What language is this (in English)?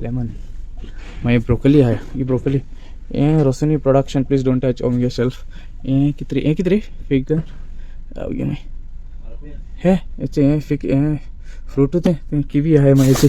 Konkani